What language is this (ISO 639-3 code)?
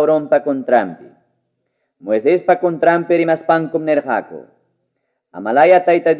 quy